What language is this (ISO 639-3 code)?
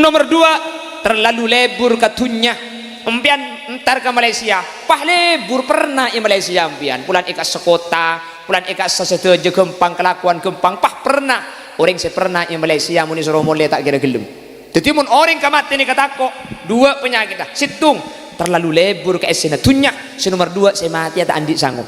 mad